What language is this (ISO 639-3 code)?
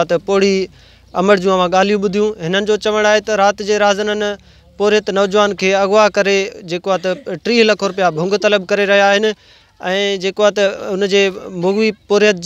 snd